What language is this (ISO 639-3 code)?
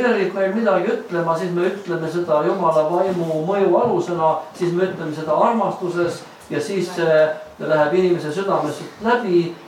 est